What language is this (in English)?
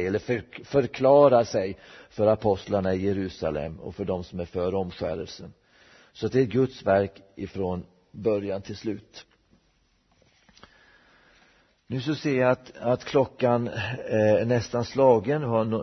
Swedish